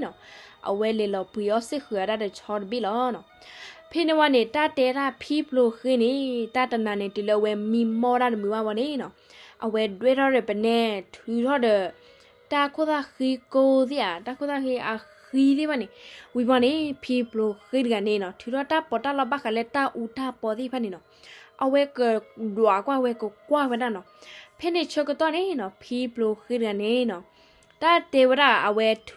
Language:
S'gaw Karen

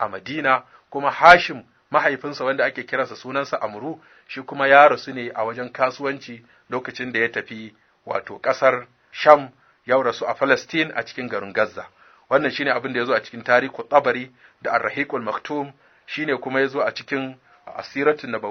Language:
Hausa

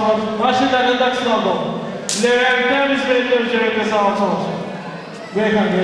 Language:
Turkish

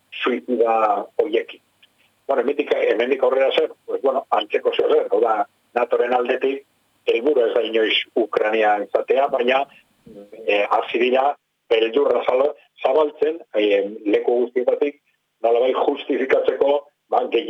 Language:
Basque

